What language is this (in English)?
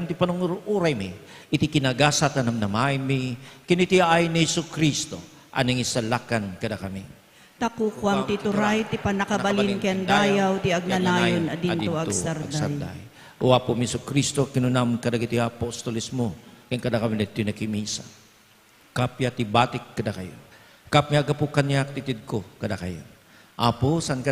Iloko